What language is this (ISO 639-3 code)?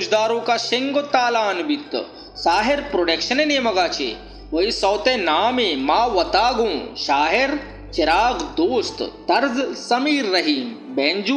bal